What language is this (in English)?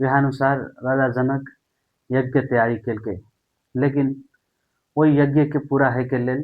Maithili